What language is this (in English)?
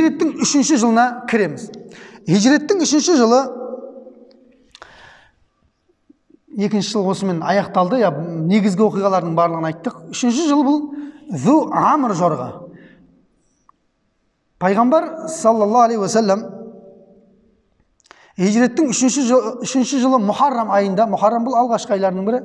Kazakh